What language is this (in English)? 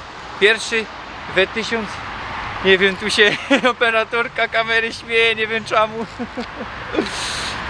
Silesian